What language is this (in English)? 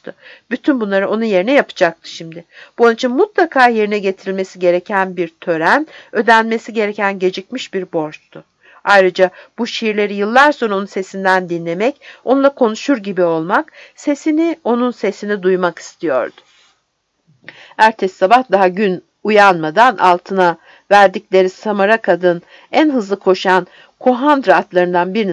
Turkish